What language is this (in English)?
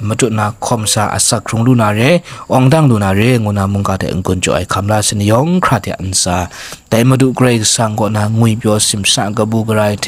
Kachin